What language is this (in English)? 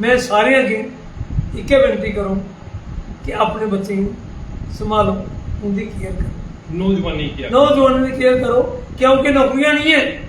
Dogri